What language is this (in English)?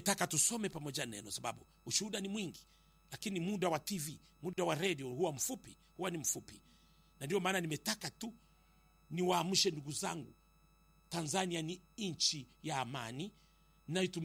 Swahili